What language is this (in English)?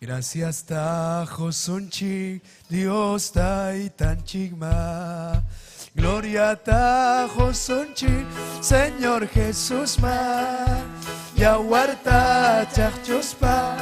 Ayacucho Quechua